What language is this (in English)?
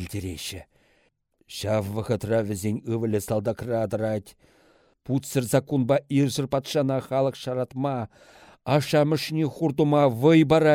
Chuvash